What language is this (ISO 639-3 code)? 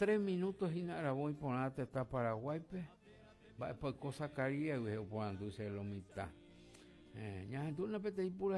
grn